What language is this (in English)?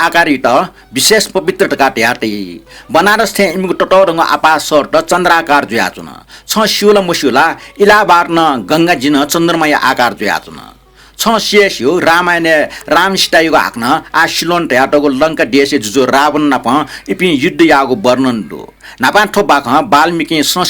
Newari